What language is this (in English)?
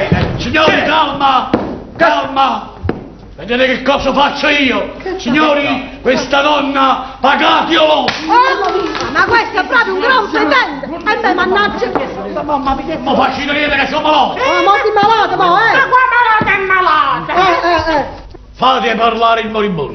Neapolitan